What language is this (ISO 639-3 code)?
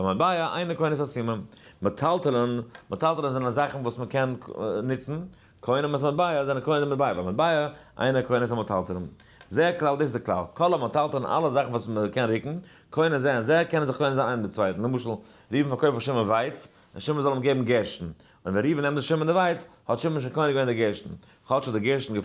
yid